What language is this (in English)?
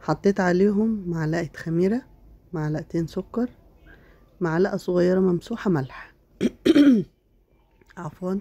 Egyptian Arabic